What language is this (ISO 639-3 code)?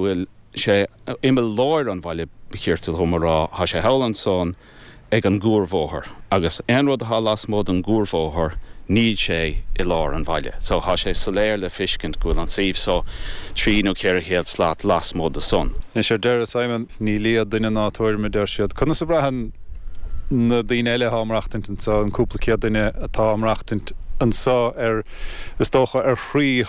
gle